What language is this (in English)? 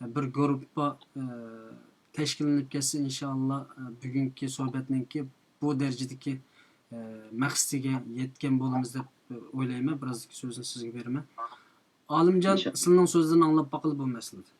Uyghur